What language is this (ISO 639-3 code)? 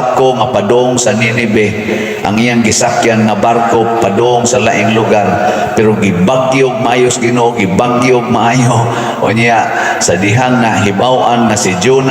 ceb